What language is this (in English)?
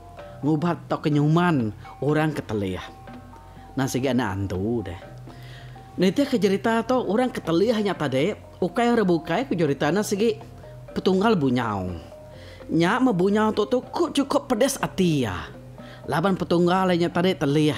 Iban